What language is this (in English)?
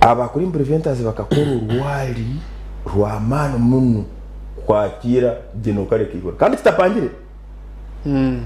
Nyankole